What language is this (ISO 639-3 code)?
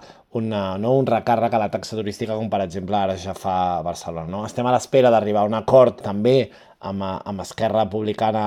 cat